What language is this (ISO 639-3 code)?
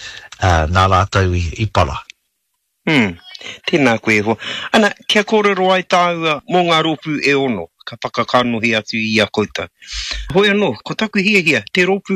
mri